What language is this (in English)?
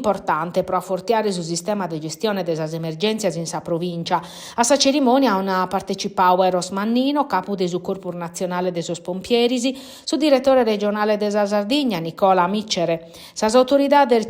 Sardinian